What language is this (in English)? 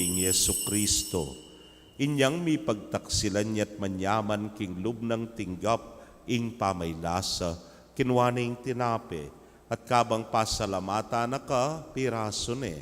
Pampanga